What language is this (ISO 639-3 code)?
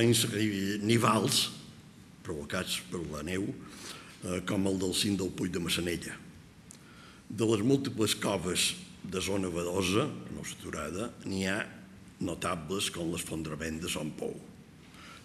cat